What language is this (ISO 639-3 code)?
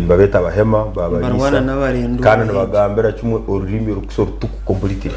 nyn